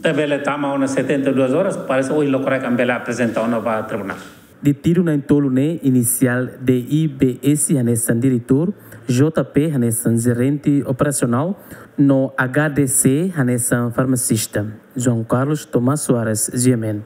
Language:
Tetum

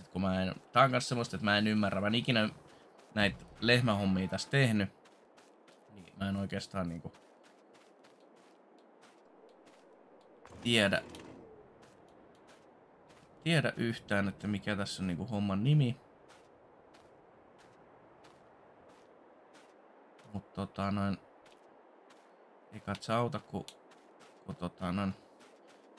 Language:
Finnish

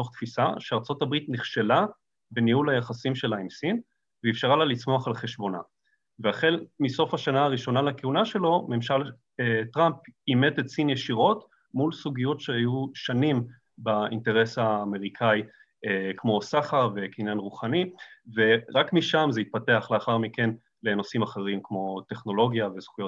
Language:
Hebrew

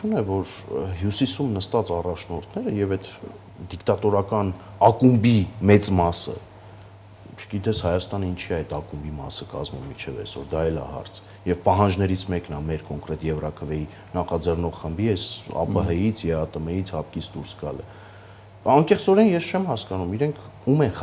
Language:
Armenian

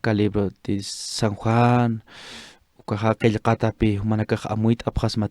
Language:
Aymara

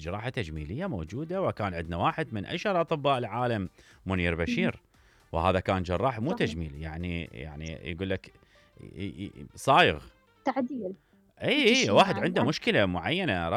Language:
Mesopotamian Arabic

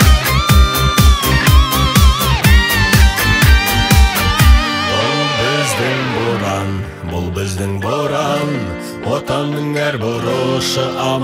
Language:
Kazakh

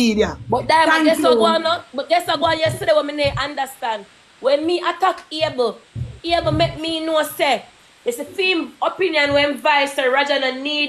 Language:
Jamaican Creole English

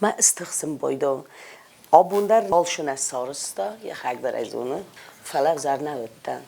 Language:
Ossetic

